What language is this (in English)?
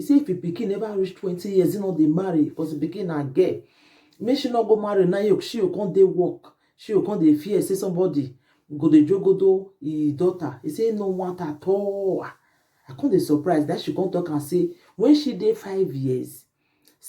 Nigerian Pidgin